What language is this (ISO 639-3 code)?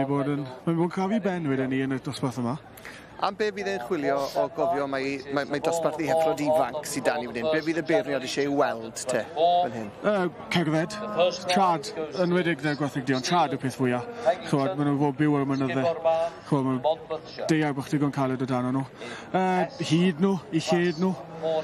cym